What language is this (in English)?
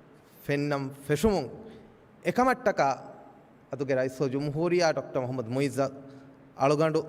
Divehi